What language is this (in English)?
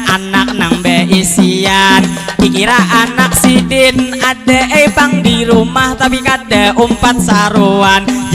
Banjar